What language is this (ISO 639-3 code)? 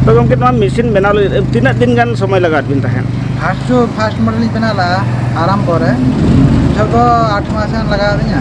sat